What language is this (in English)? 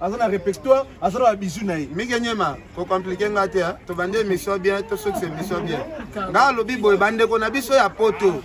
Lingala